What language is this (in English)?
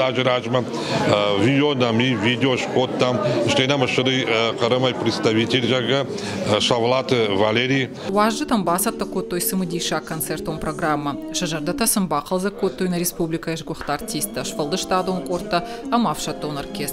Ossetic